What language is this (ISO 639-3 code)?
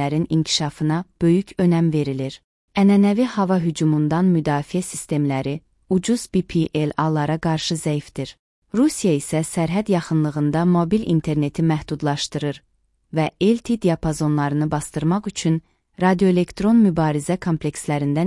aze